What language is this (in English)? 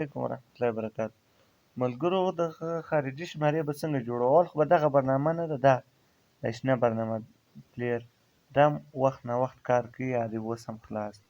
Pashto